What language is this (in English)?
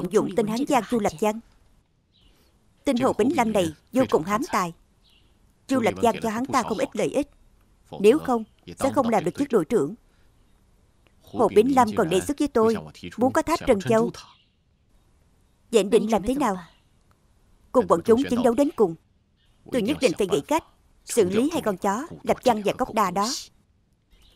Vietnamese